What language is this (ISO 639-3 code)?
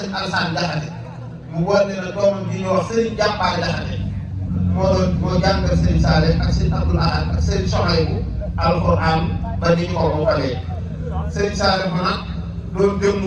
wol